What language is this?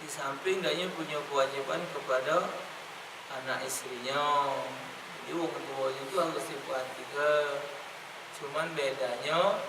Musi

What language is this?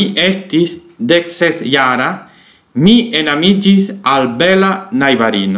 Esperanto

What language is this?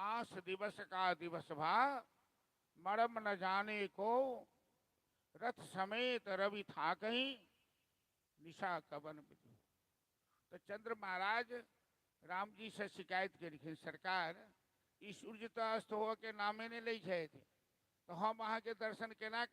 Maithili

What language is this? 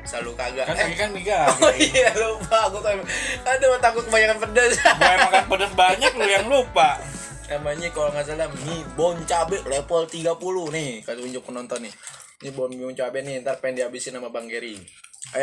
Betawi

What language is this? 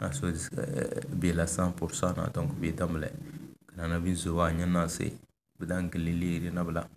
Tem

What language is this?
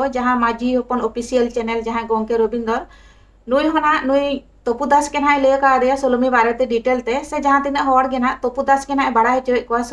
Santali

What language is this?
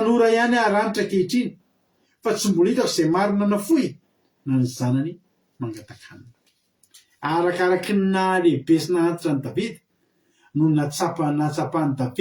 Malagasy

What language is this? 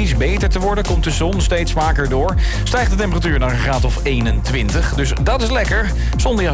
Dutch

